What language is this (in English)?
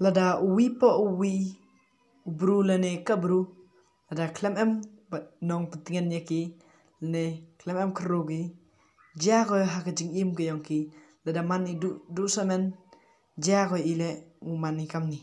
Khasi